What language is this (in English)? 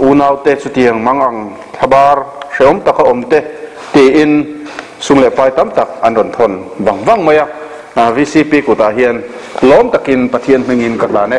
Mizo